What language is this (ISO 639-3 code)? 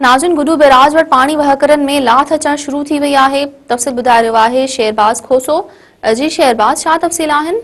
snd